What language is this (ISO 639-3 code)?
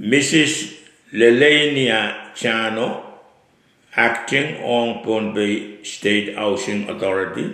pon